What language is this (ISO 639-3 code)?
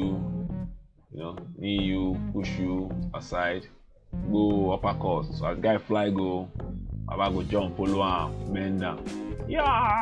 pcm